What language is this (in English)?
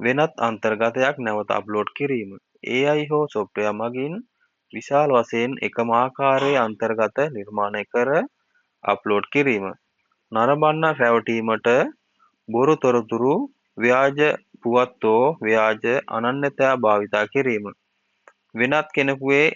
Sinhala